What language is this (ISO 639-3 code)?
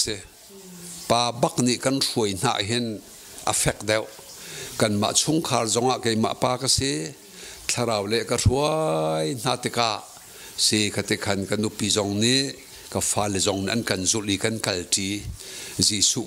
cnh